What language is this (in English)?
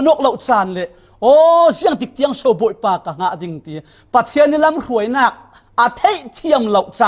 Falam Chin